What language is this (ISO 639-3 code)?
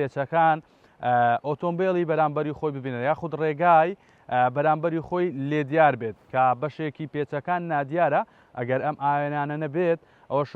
ckb